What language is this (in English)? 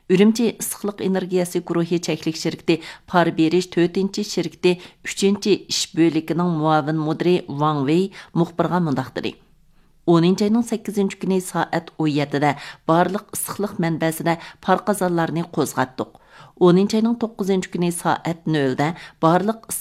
Uyghur